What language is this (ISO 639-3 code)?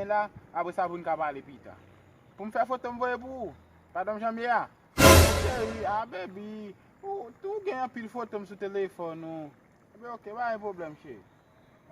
hat